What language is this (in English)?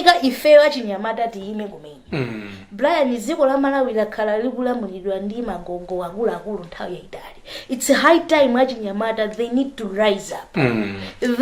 Nyanja